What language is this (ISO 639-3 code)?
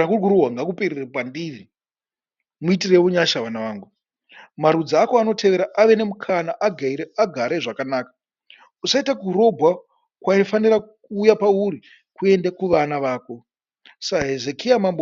sna